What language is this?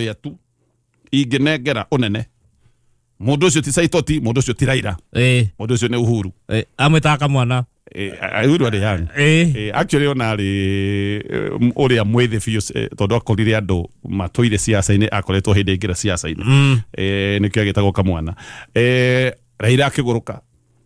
Kikuyu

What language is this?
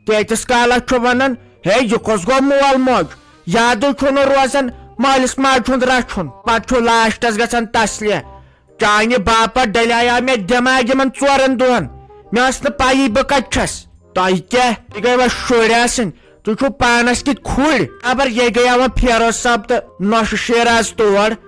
Kashmiri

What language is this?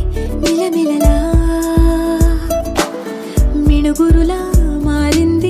Telugu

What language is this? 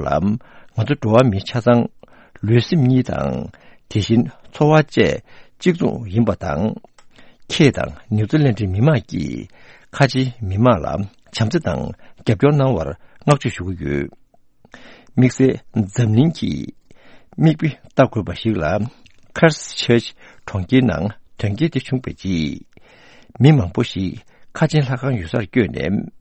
Tibetan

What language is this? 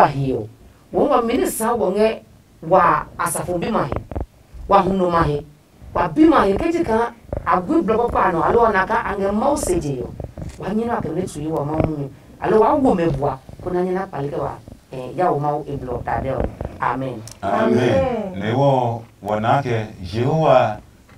Adangme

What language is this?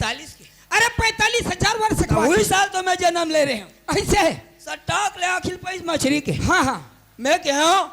Chhattisgarhi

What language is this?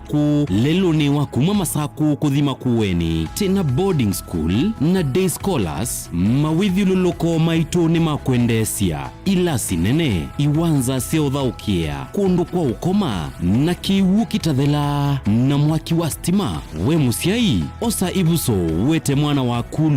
Kamba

